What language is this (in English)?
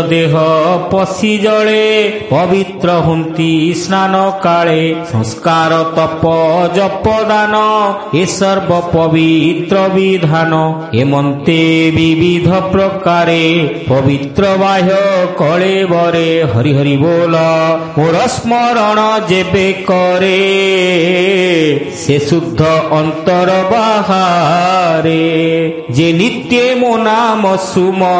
Odia